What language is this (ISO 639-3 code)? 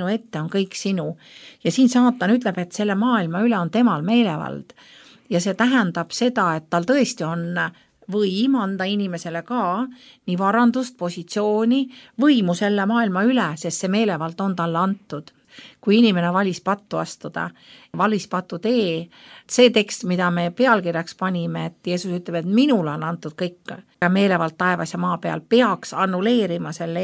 est